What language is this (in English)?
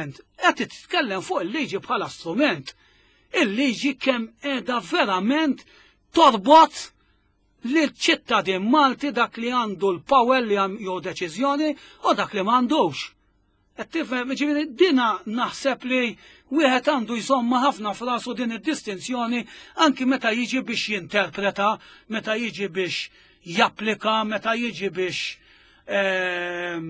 Maltese